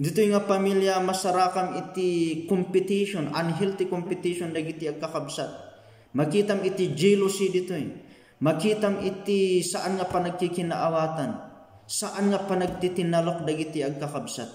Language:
Iloko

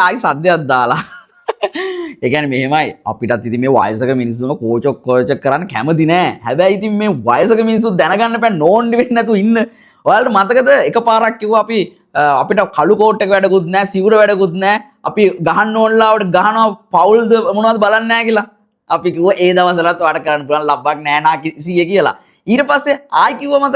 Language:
Sinhala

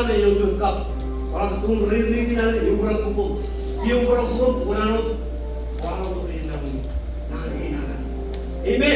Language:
Marshallese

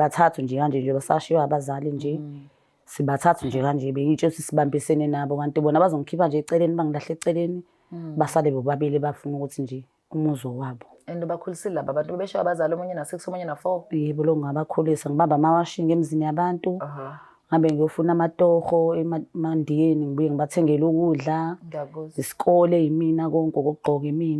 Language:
Zulu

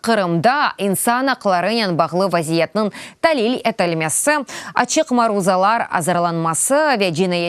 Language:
Crimean Tatar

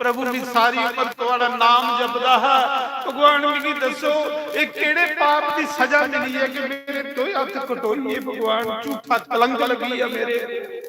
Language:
Dogri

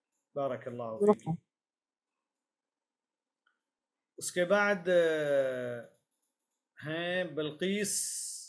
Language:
Urdu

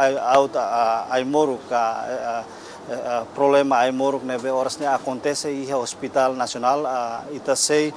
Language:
Tetum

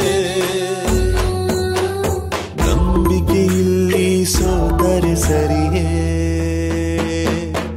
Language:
Kannada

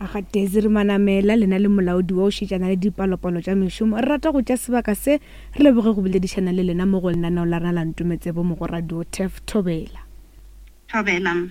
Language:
Northern Sotho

